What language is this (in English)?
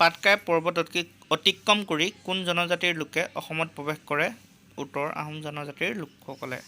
Assamese